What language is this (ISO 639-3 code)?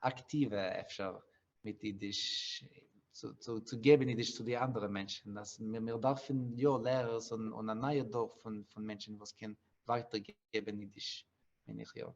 yid